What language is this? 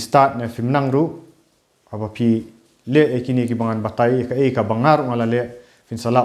Khasi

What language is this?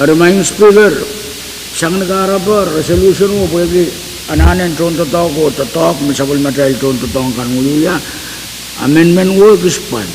Pohnpeian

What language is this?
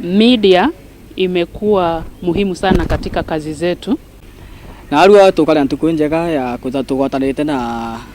Meru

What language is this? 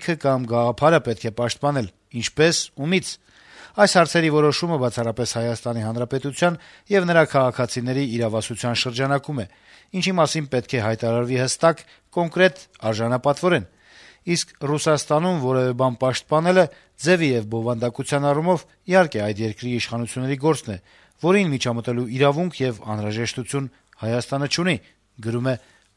Armenian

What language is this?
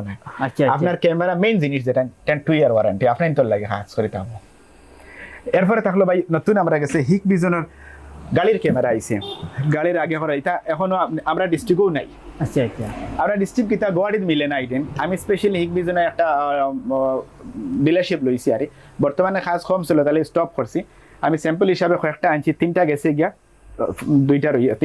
Sylheti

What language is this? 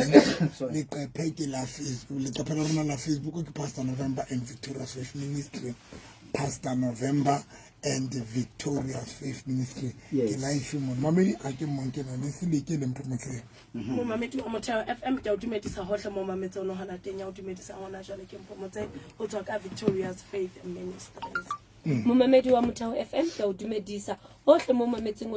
Southern Sotho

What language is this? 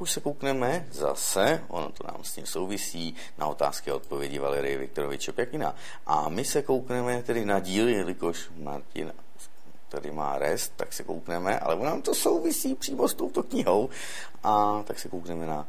Czech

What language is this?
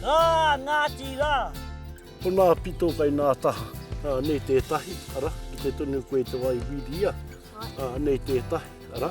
Māori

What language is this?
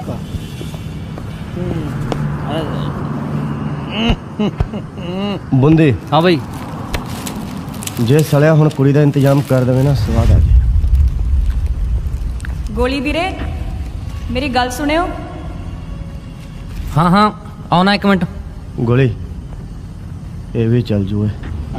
Punjabi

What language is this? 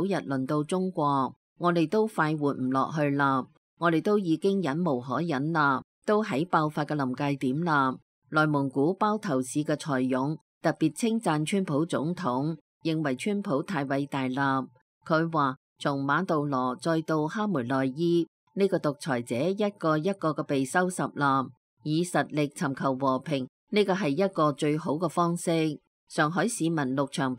Cantonese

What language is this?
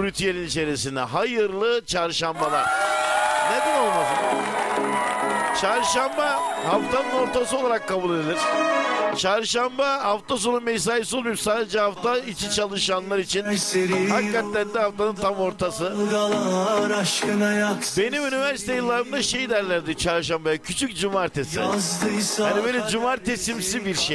Turkish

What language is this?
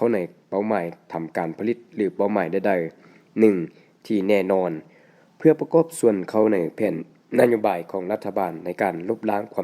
Lao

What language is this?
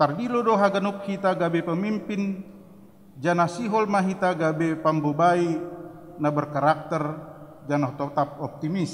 Batak Simalungun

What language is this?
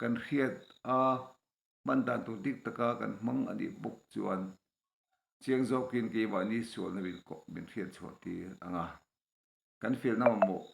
Mizo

